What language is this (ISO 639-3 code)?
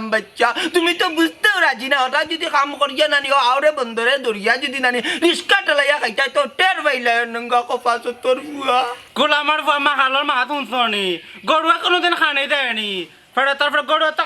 syl